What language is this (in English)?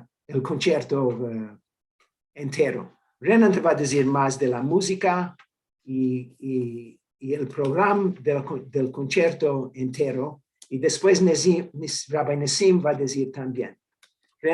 Ladino